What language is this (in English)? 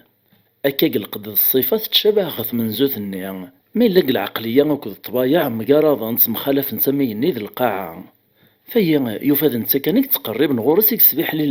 Kabyle